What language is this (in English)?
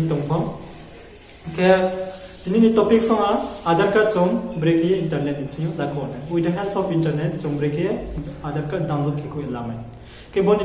Riang (India)